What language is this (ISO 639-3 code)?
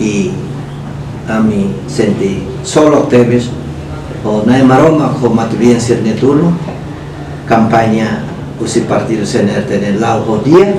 tet